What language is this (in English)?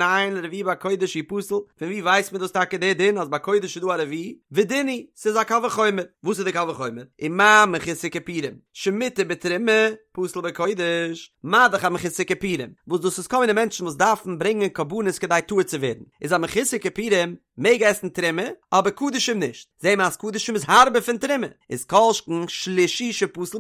Yiddish